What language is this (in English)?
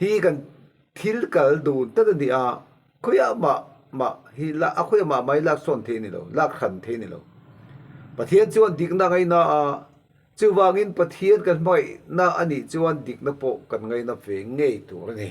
Mizo